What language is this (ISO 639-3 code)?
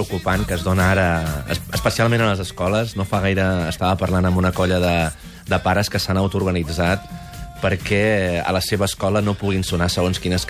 cat